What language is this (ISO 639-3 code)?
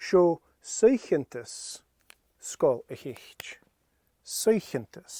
gla